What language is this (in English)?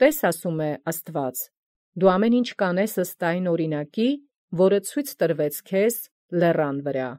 Armenian